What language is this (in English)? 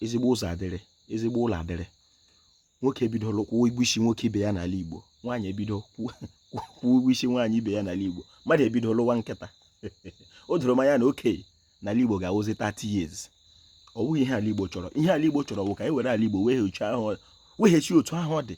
Igbo